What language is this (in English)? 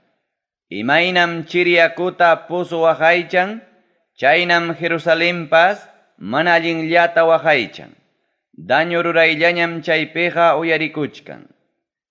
Ayacucho Quechua